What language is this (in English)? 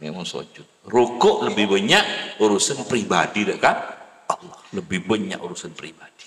Madurese